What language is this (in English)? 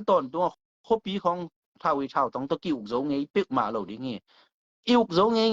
Tedim Chin